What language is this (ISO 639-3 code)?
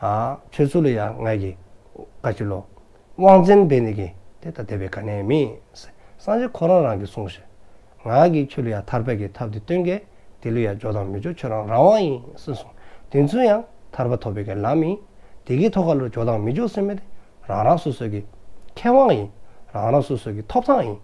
dzo